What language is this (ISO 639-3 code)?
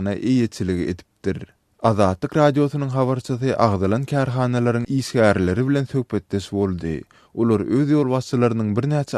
tuk